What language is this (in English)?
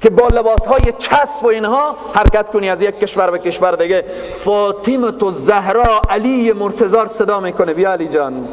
Persian